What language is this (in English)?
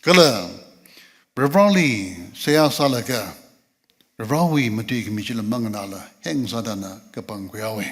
Tangkhul Naga (India)